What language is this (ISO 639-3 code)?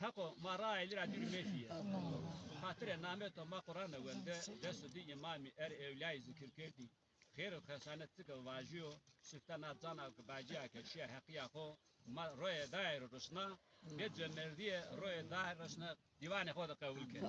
zza